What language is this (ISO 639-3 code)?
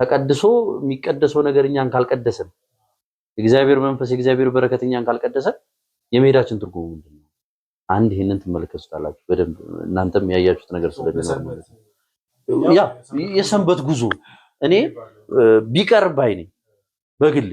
amh